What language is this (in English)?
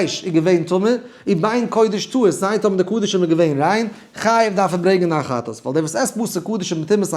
Yiddish